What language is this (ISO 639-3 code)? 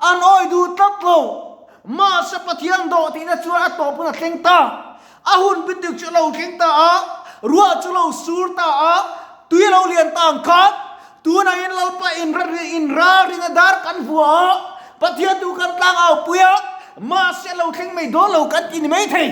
lus